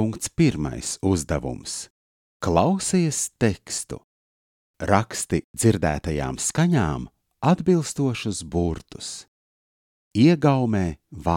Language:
Latvian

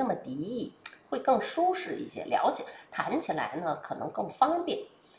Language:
Chinese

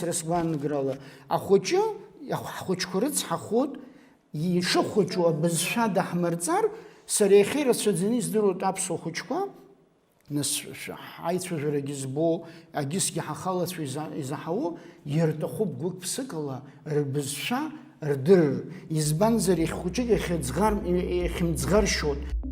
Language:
Abkhazian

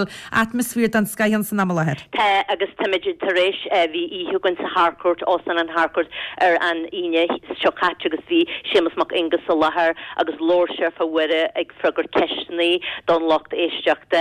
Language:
Irish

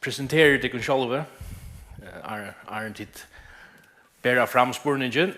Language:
Faroese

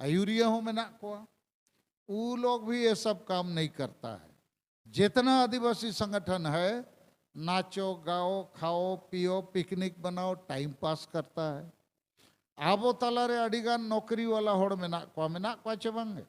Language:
Santali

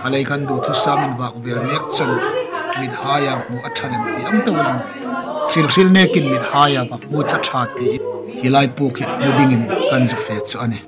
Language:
Hmar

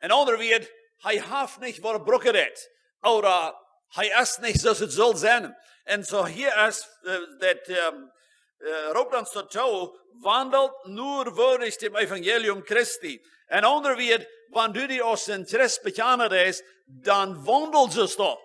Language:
Plautdietsch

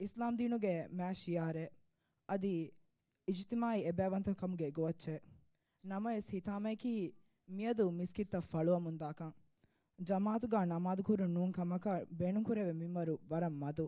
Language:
Divehi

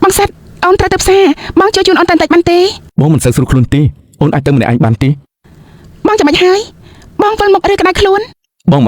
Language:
Khmer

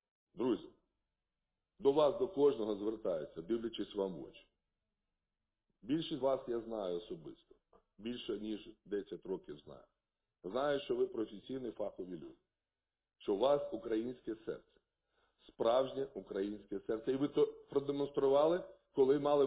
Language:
Ukrainian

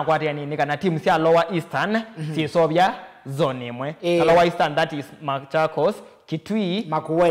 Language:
Kamba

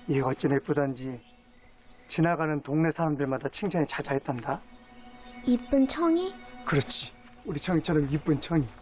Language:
Korean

